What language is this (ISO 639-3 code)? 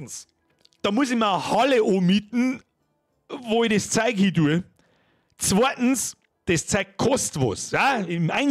bar